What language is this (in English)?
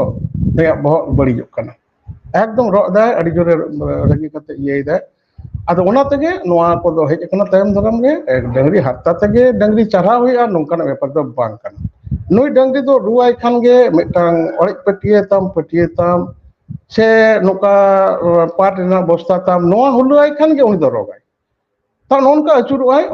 Santali